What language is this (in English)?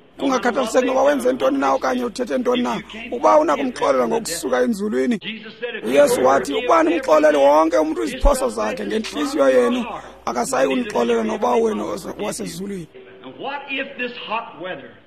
Xhosa